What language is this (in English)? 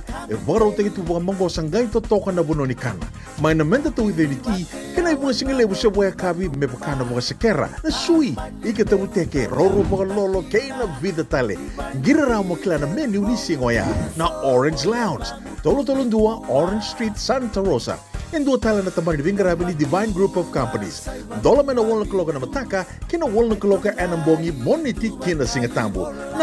Fijian